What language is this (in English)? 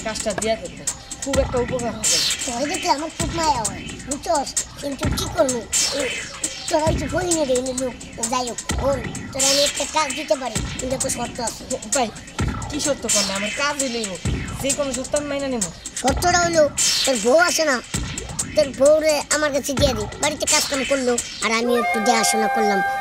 Bangla